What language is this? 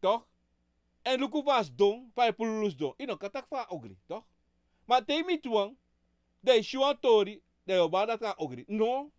Sranan Tongo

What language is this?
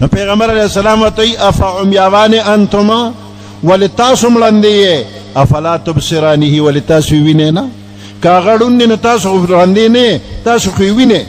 Pashto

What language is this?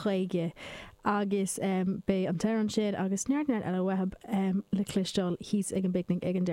Irish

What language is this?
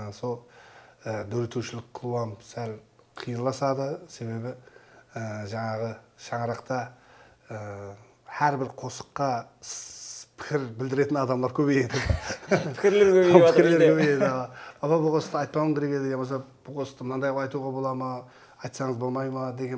Kara-Kalpak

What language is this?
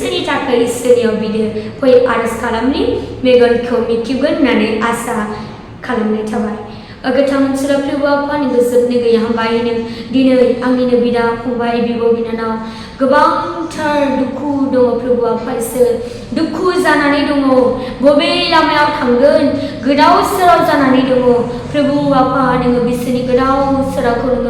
Bodo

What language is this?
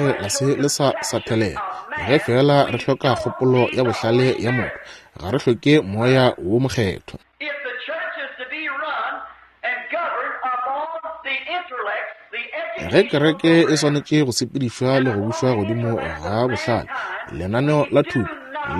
Northern Sotho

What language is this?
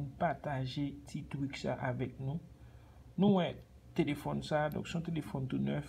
Haitian Creole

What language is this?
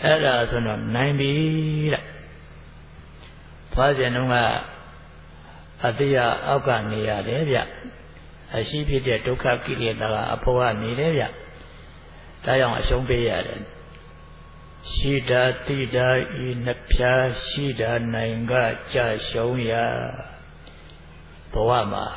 Burmese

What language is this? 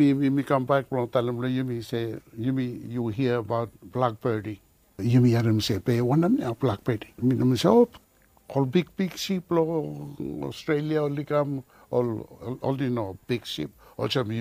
Bislama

